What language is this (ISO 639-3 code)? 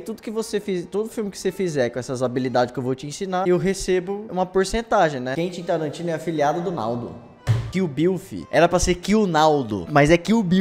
por